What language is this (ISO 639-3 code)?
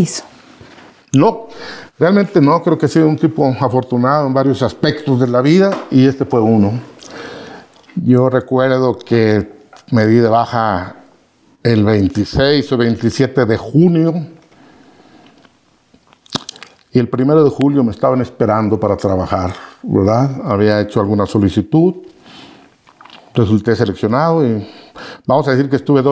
spa